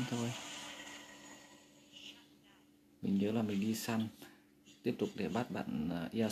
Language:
Vietnamese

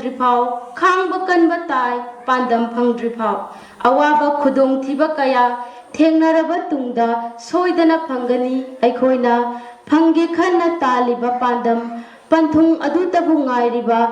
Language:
Manipuri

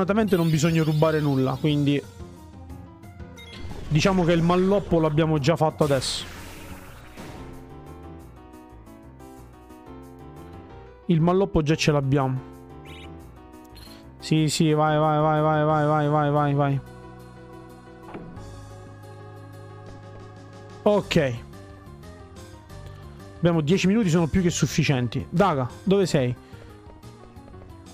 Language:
Italian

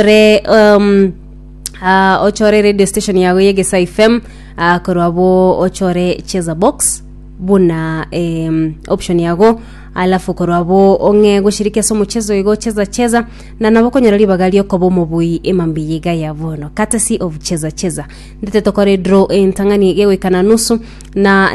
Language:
Gusii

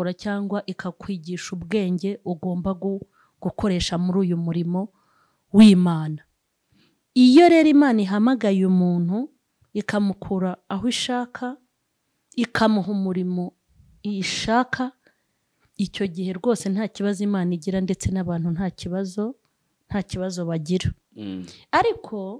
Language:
Kinyarwanda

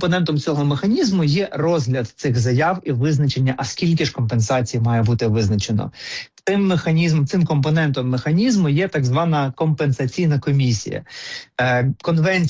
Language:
Ukrainian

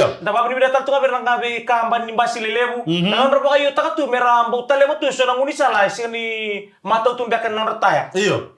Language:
Fijian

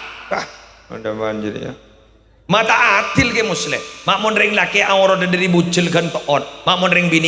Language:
Madurese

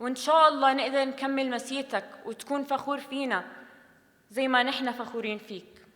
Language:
North Levantine Arabic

